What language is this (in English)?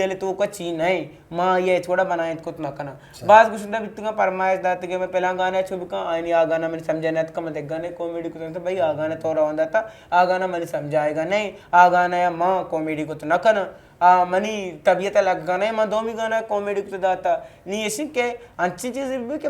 Eastern Balochi